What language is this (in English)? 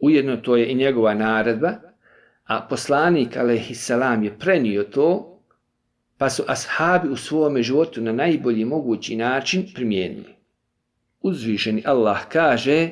Bosnian